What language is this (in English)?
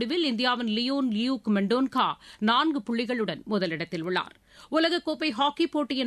Tamil